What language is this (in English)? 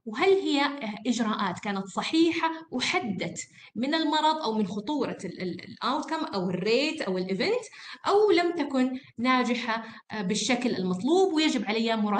Arabic